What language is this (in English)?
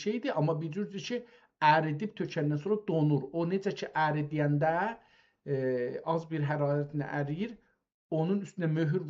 South Azerbaijani